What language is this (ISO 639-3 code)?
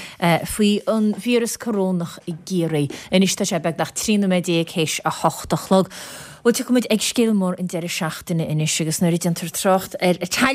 gle